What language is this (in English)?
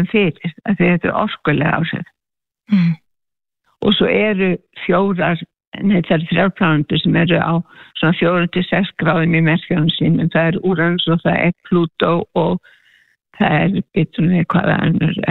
Icelandic